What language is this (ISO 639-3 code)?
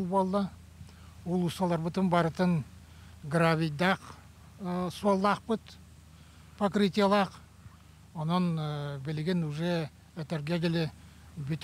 sah